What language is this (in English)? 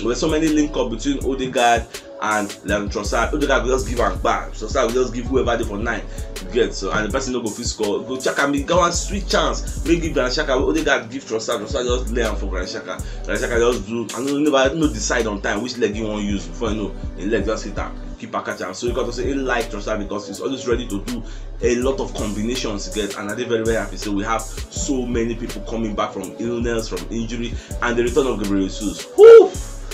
Nigerian Pidgin